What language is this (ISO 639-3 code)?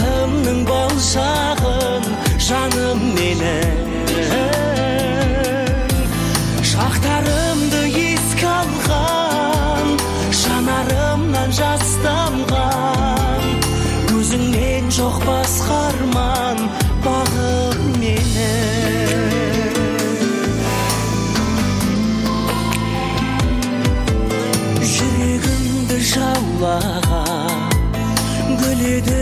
kaz